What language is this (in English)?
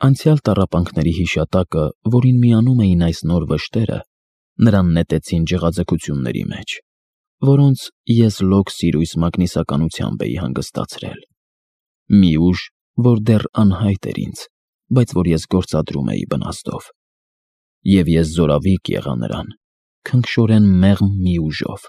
Armenian